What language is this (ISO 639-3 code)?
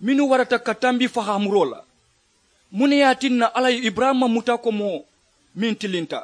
man